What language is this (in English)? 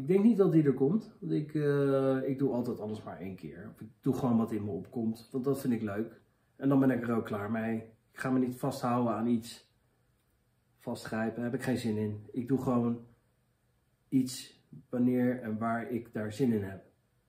Dutch